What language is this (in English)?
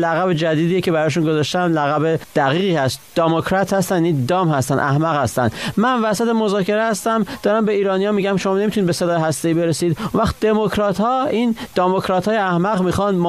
Persian